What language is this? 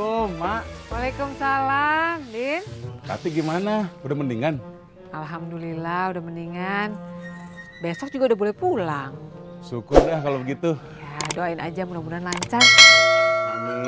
Betawi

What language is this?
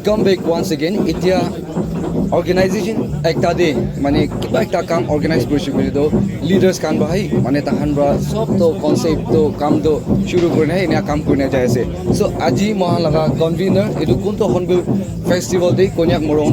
Naga Pidgin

